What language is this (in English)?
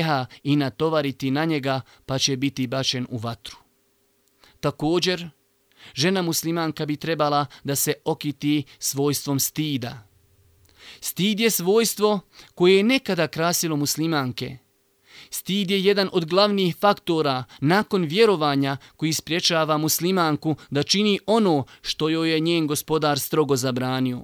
Bosnian